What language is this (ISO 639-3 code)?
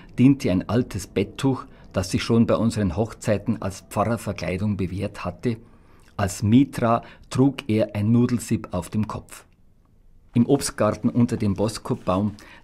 bar